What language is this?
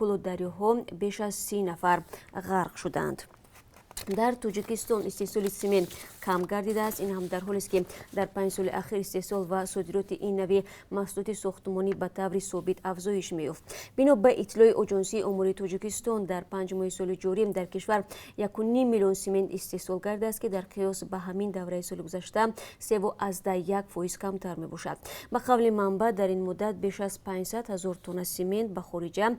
Tajik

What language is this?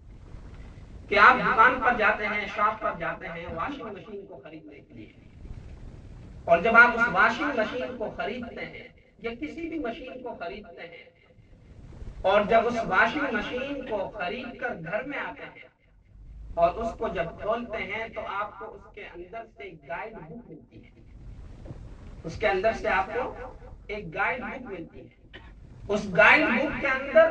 Urdu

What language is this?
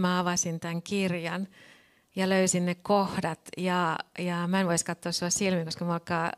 Finnish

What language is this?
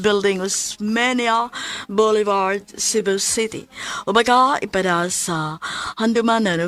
Cebuano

